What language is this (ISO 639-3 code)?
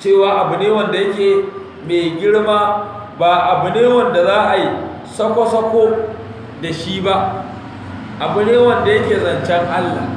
hau